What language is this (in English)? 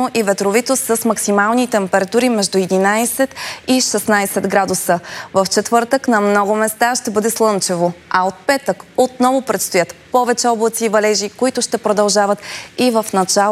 Bulgarian